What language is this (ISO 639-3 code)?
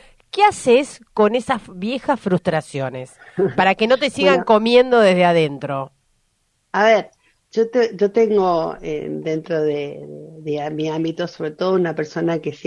spa